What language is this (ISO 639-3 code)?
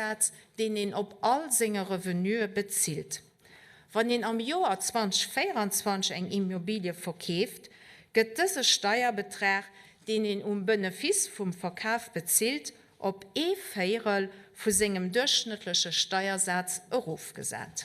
ltz